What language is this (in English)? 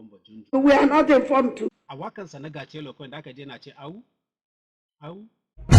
Hausa